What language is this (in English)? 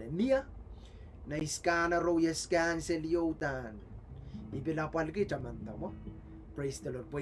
Pohnpeian